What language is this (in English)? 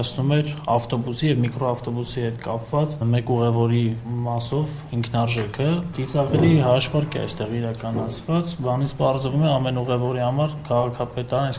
Armenian